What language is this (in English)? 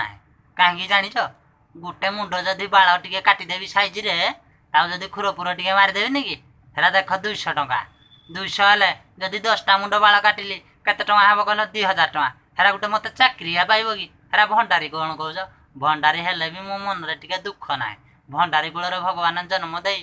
Odia